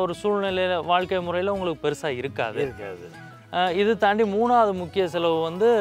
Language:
Tamil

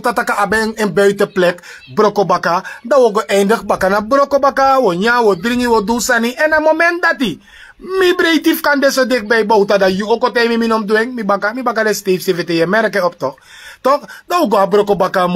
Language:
Sranan Tongo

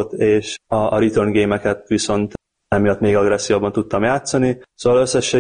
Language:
Hungarian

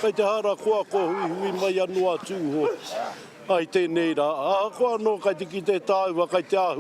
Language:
Māori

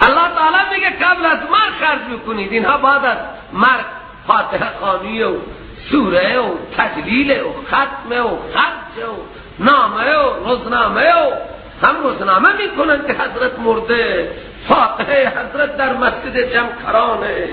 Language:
Persian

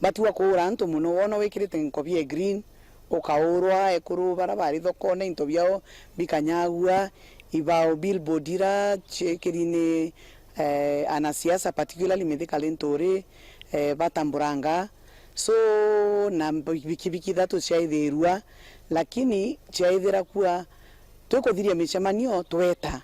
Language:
Meru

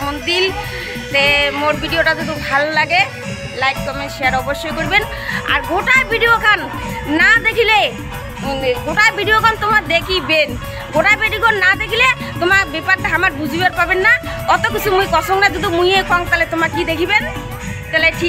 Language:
Rangpuri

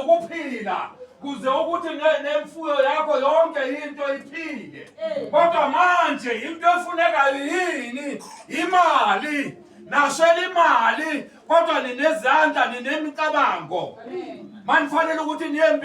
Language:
Zulu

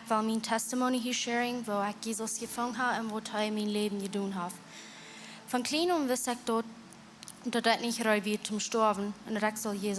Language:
Plautdietsch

